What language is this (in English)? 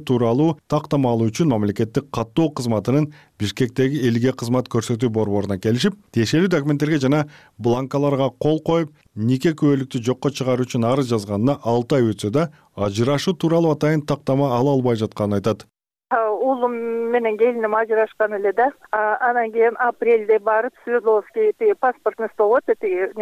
Kyrgyz